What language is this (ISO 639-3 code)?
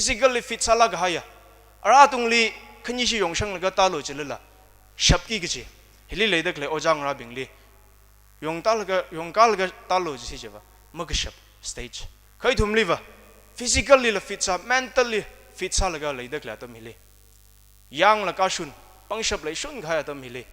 nmf